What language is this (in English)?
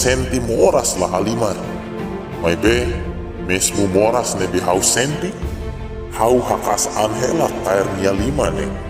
Tetum